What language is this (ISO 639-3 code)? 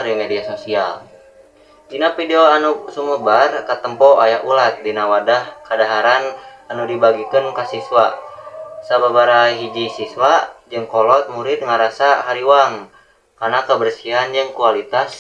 sun